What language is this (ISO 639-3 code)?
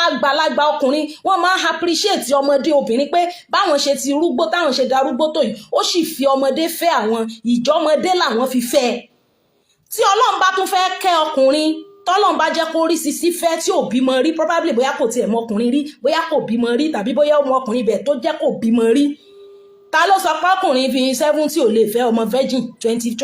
yor